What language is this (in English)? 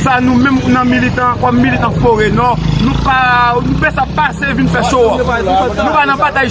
Haitian Creole